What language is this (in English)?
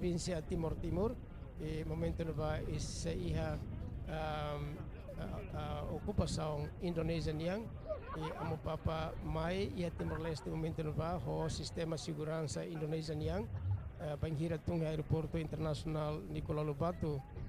Tetum